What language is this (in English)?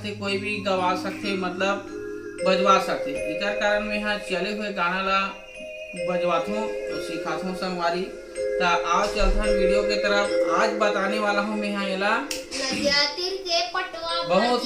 Chhattisgarhi